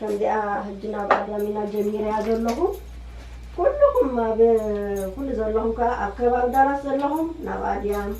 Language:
Tigrinya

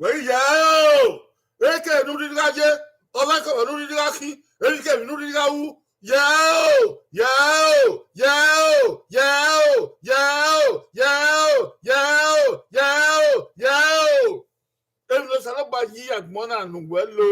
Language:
Bini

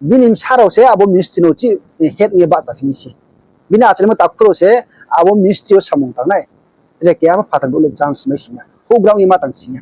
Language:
Riang (India)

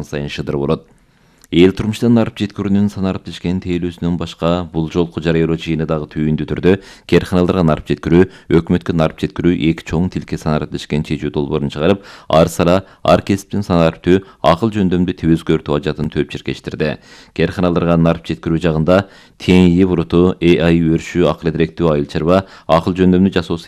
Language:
Kyrgyz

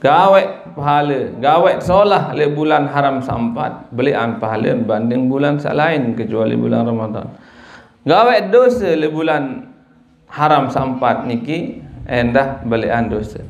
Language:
Sasak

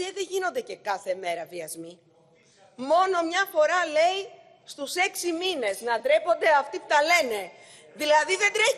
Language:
Greek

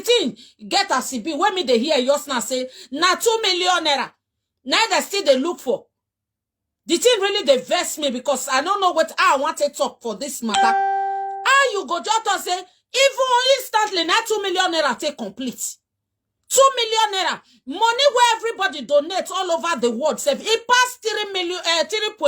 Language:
Nigerian Pidgin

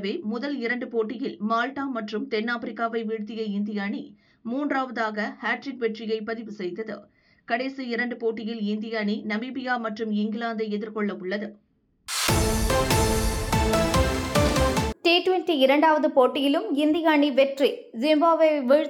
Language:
Tamil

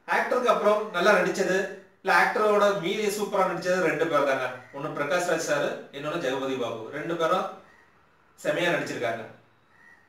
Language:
Tamil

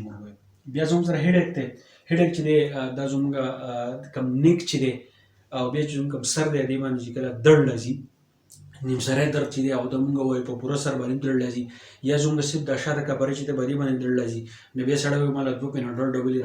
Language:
Pashto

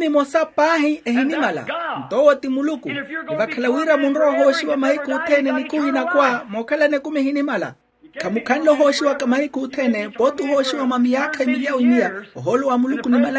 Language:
Makhuwa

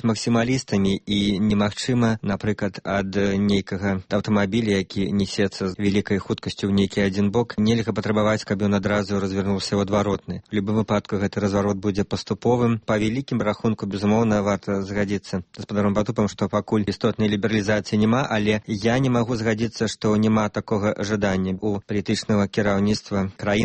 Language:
Belarusian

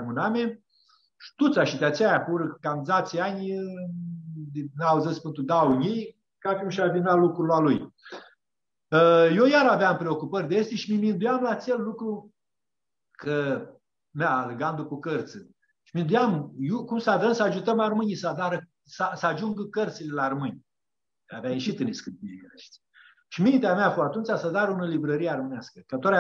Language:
Aromanian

